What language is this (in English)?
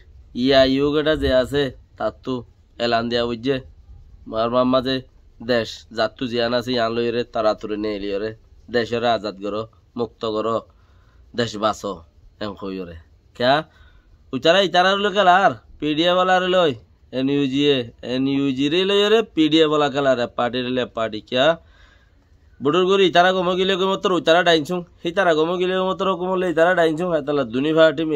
Rohingya